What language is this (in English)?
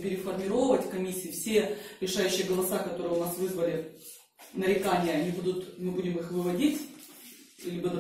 Russian